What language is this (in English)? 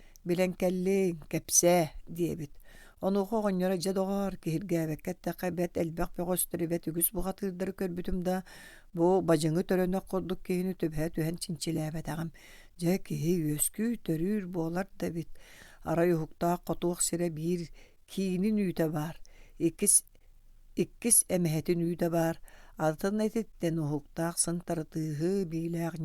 Yakut